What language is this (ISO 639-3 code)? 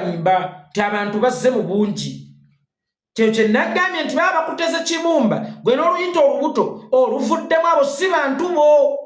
lug